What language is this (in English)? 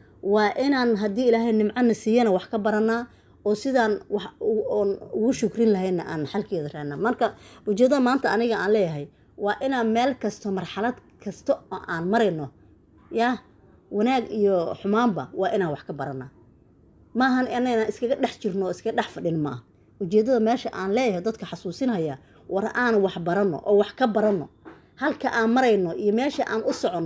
Somali